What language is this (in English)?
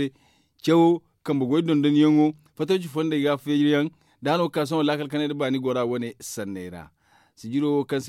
Zarma